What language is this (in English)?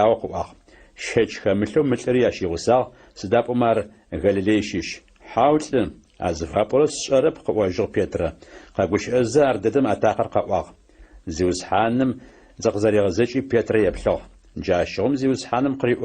Adyghe